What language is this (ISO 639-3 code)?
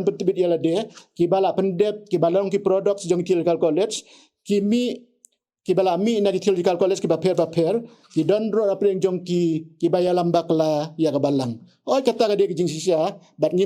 kha